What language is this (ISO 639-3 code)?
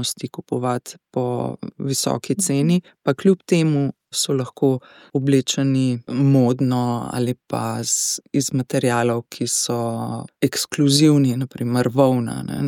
slv